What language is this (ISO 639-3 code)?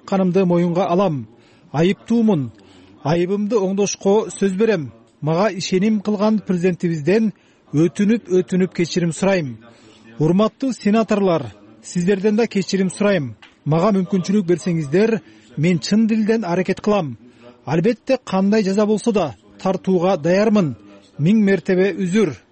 kir